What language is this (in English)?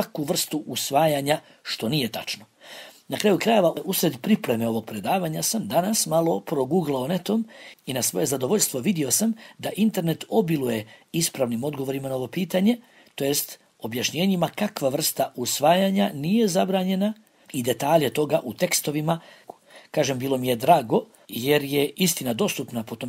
Bosnian